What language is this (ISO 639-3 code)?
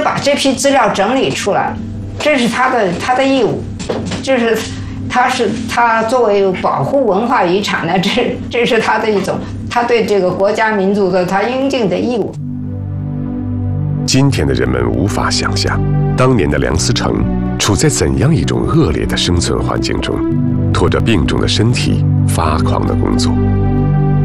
zho